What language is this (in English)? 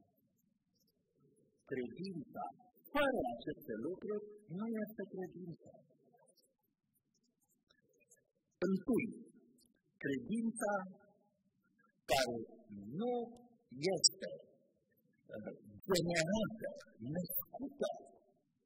Romanian